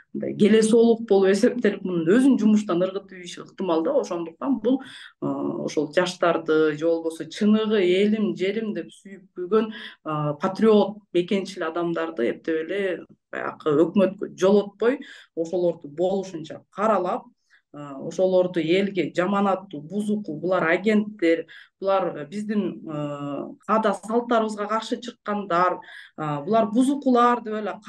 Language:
Kyrgyz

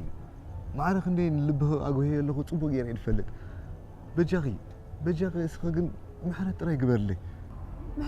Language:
Tigrinya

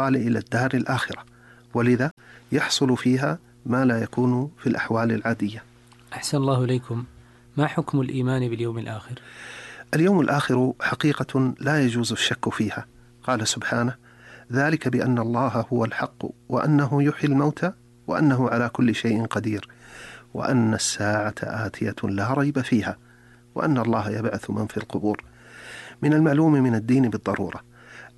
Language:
Arabic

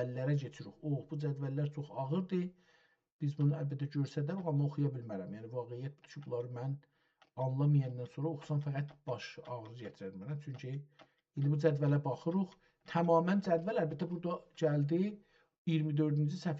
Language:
South Azerbaijani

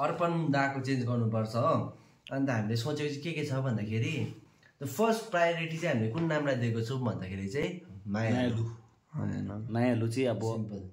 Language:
Nepali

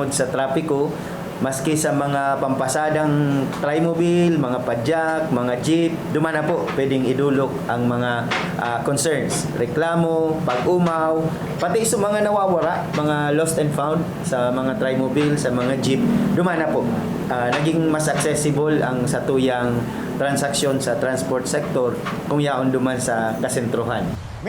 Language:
Bikol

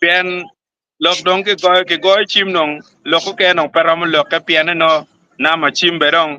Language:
Acoli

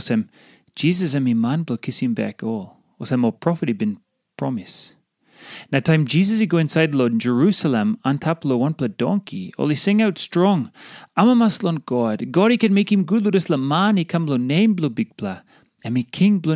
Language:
Tok Pisin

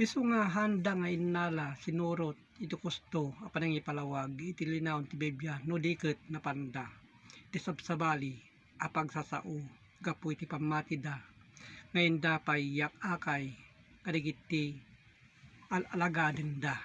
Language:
Iloko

